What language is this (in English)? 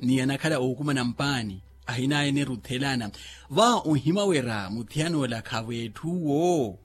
Makhuwa